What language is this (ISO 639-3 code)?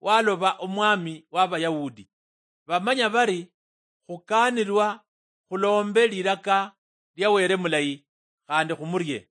luy